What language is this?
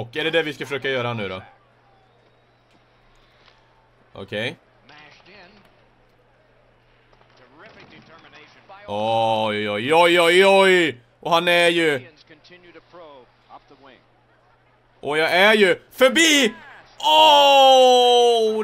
Swedish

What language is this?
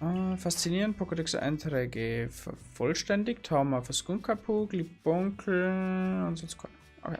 Bavarian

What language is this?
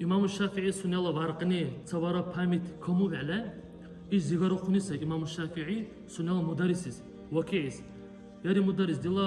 Dargwa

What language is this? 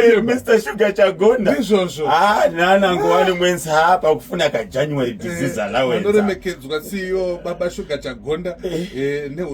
Shona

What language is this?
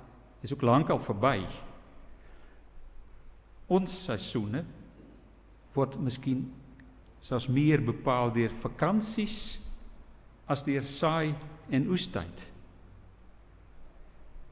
Afrikaans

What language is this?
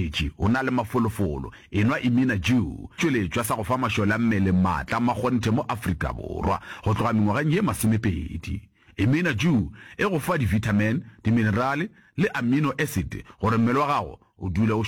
Northern Sotho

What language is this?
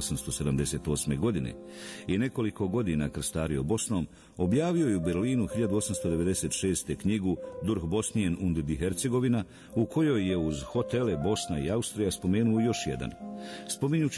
Bosnian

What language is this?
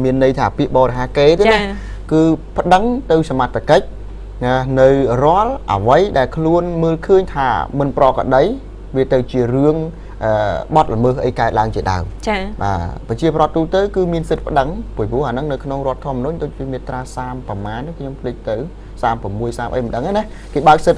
Khmer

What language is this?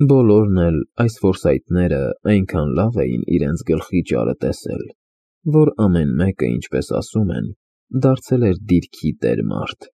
Armenian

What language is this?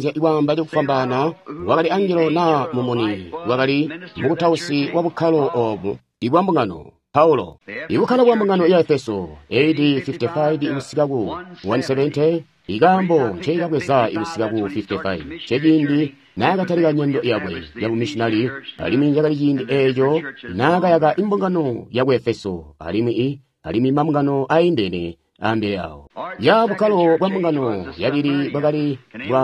Tonga (Zambia)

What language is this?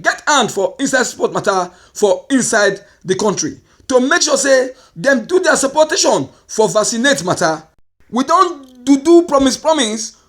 Nigerian Pidgin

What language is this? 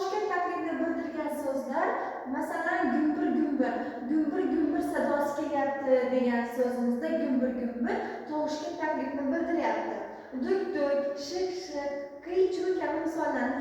Uzbek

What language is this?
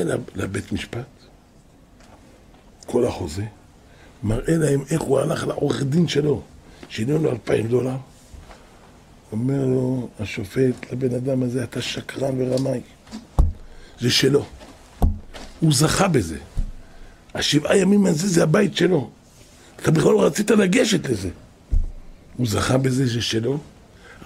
Hebrew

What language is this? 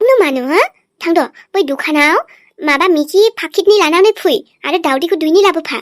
Bodo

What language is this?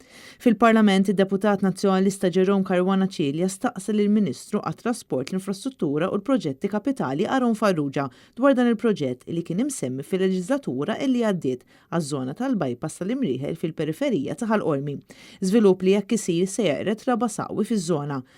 Maltese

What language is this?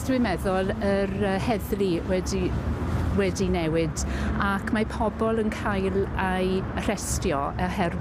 Welsh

